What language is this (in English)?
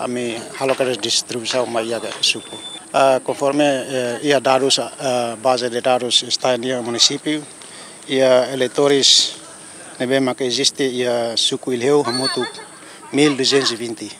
Tetum